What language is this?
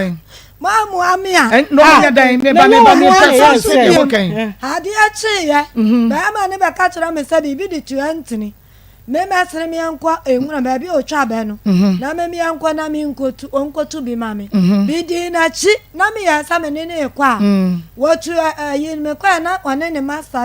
Akan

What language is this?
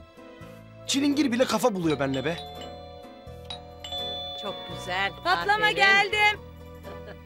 Turkish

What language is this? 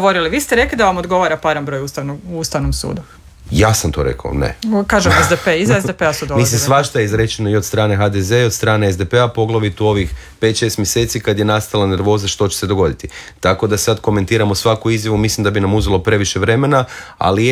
Croatian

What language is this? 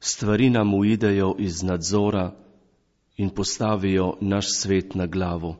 Slovenian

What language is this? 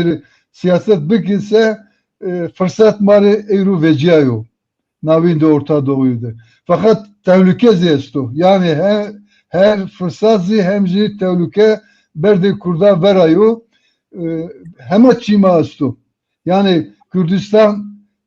Zaza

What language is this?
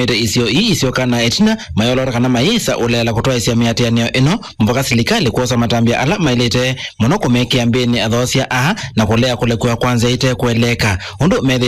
Kamba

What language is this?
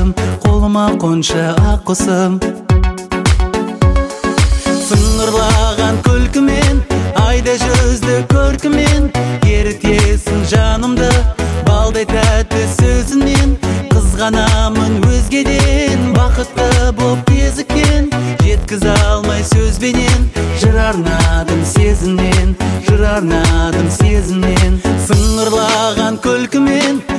Kazakh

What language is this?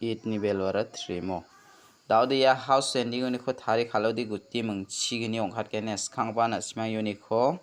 Garo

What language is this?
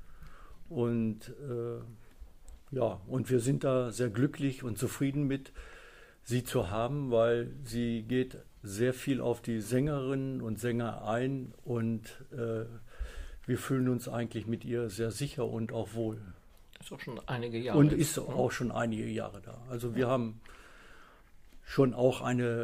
German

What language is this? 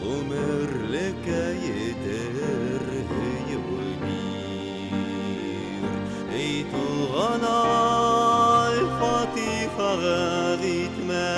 Bashkir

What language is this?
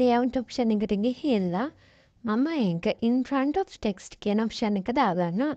Sinhala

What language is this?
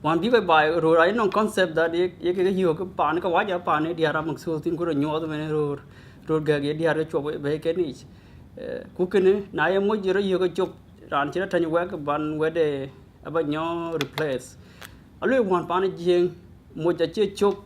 Dinka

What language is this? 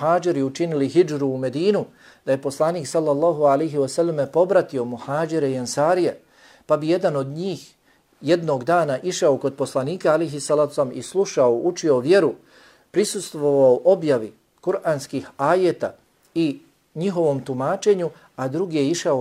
Bosnian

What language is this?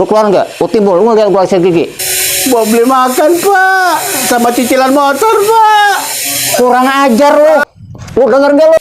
Betawi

